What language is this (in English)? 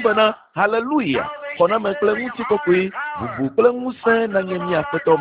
Ewe